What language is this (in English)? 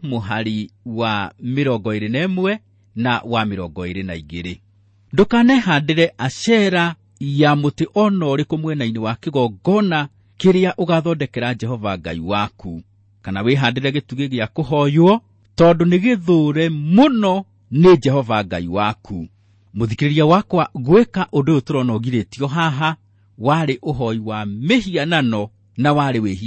Kikuyu